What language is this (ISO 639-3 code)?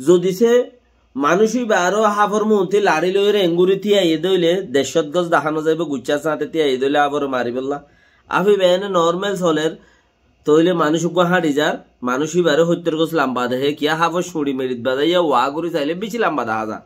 rhg